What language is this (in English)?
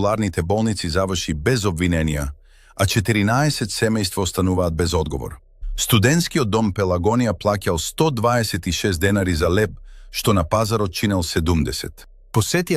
Macedonian